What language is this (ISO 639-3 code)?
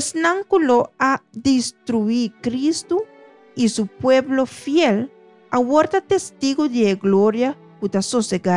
pap